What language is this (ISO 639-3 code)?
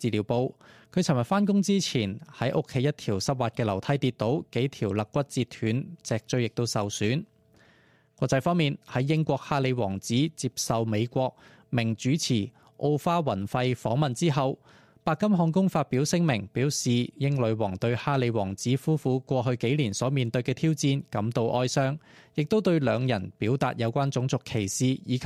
yue